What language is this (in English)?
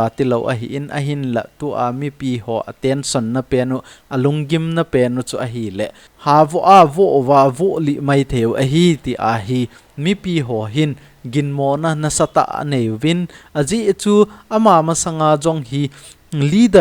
Thado Chin